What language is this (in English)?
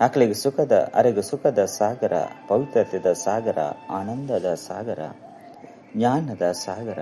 Tulu